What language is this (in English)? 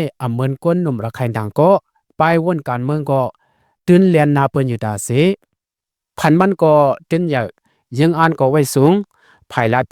Shan